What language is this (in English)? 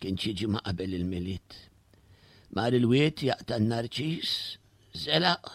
Maltese